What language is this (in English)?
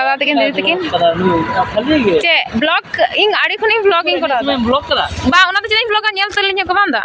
Santali